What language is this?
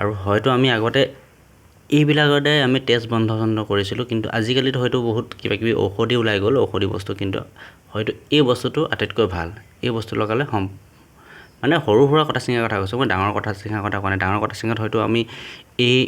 Assamese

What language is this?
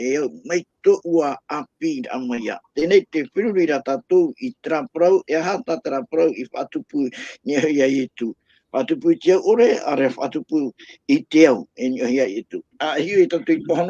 Tahitian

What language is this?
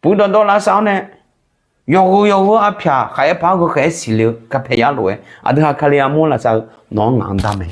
Akha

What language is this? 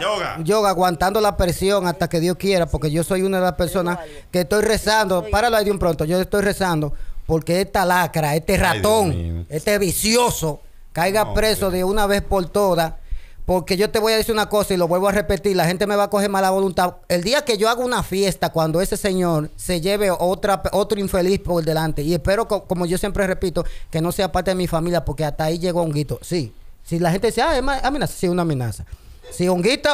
Spanish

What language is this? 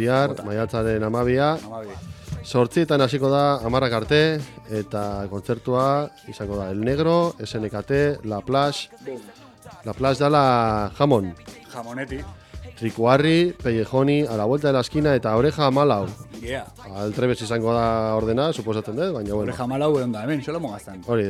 Basque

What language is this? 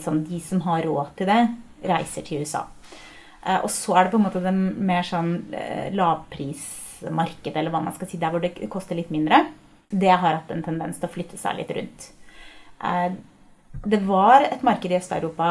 Norwegian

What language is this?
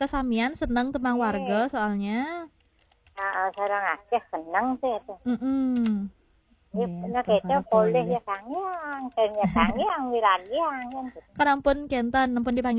Balinese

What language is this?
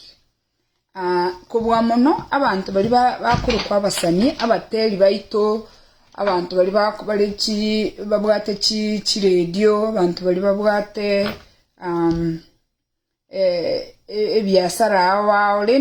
Gusii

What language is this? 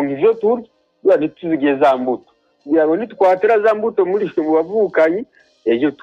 Rundi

